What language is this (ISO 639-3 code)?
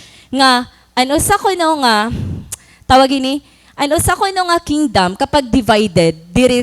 war